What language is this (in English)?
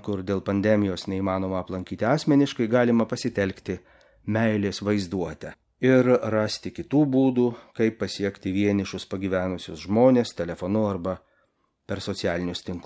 Lithuanian